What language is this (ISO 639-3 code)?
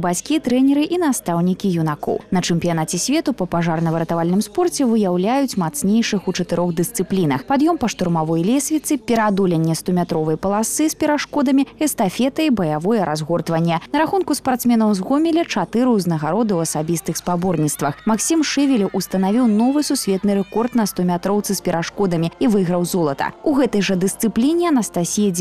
bel